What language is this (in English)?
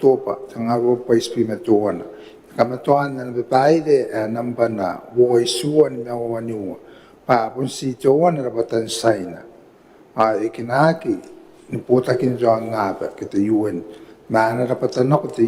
Gilbertese